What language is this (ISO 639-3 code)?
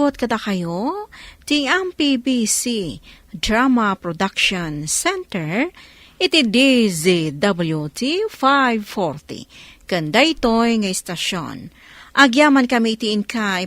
ilo